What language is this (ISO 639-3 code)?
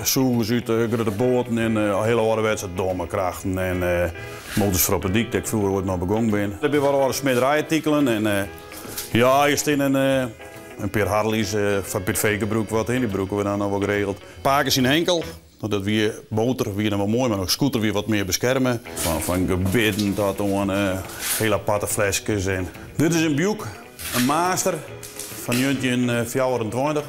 fry